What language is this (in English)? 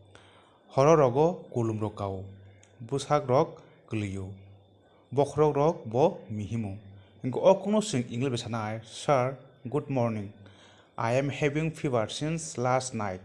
Kok Borok